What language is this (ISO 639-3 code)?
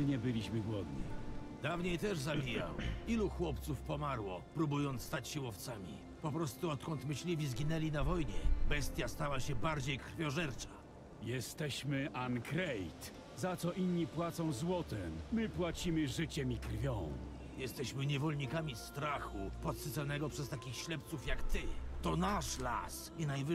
pol